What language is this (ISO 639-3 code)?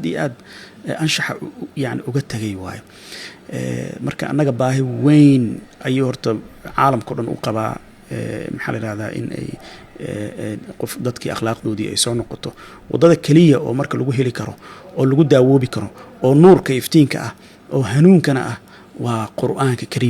som